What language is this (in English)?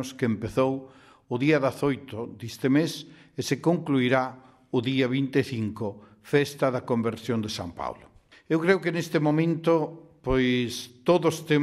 Galician